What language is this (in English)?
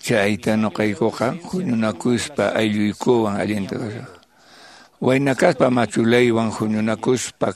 Quechua